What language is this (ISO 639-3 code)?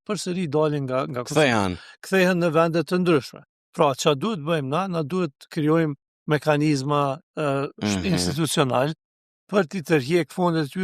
sqi